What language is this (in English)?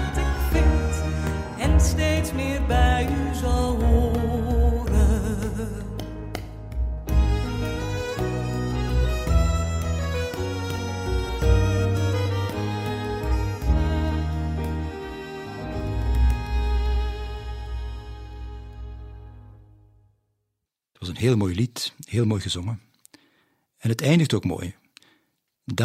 Dutch